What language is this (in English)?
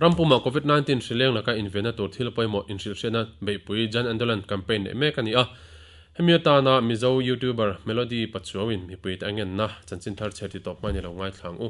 Mizo